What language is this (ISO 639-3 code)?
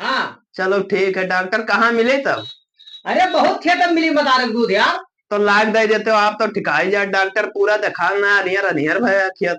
awa